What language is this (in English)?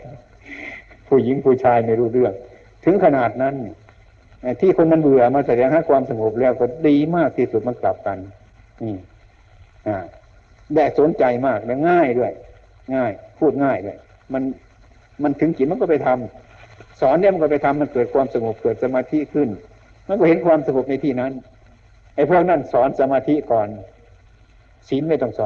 Thai